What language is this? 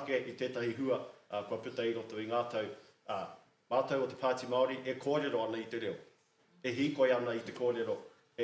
Māori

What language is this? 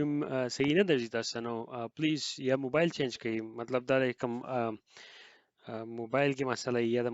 Pashto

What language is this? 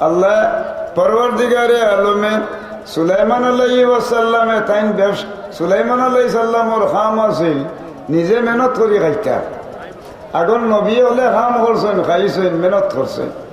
Sylheti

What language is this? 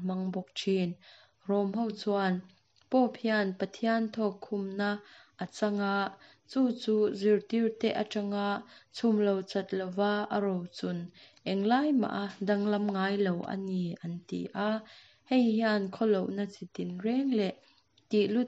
Mizo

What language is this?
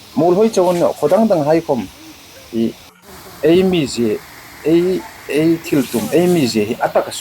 Hmar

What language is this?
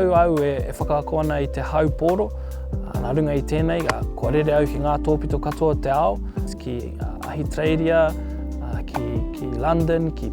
Māori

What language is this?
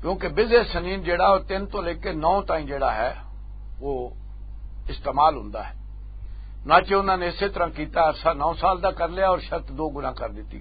Western Panjabi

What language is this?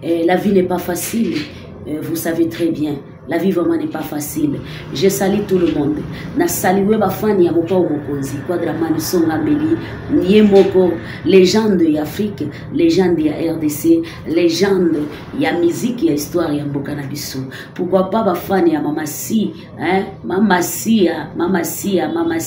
Lingala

